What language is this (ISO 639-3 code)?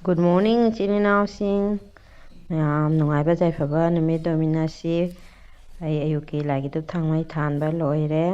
mni